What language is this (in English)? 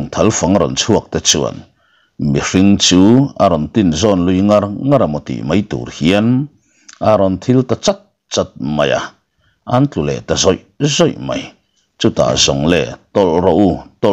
Mizo